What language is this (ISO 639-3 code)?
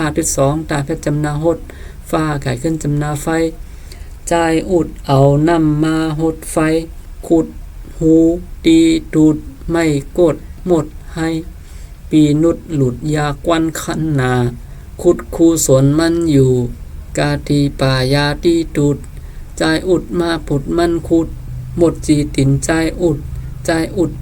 shn